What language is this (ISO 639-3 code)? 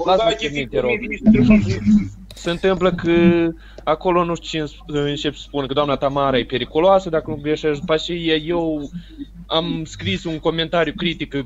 ron